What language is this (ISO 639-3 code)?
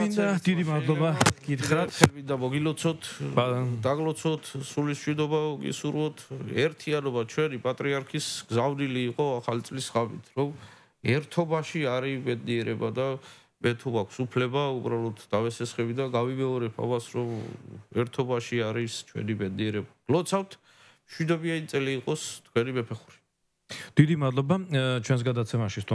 kat